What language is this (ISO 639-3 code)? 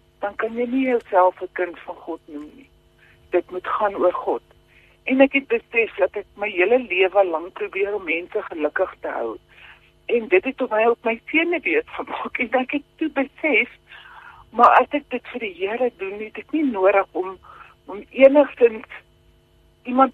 afr